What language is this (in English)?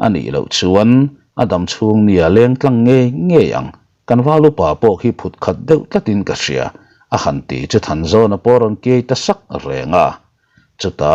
Mizo